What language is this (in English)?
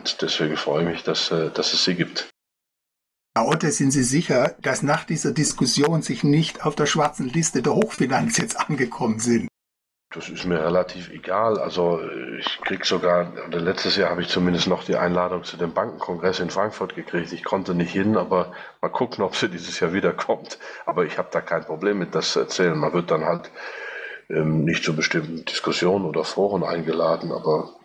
German